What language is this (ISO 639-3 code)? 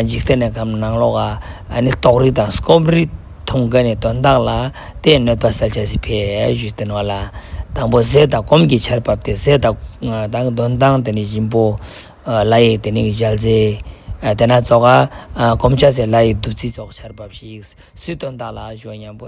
lbj